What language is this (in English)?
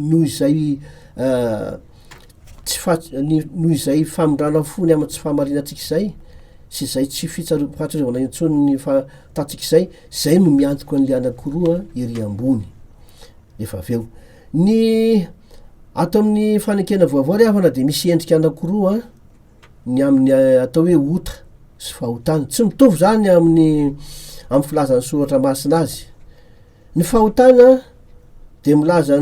Malagasy